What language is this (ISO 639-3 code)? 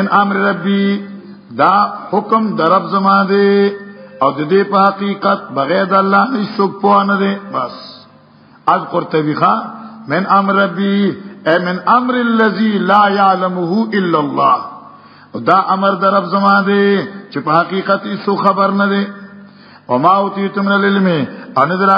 pus